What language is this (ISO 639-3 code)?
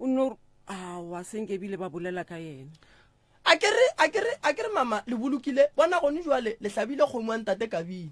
nso